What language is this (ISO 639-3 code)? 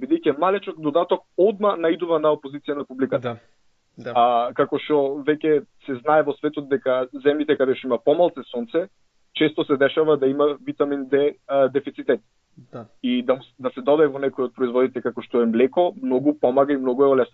mkd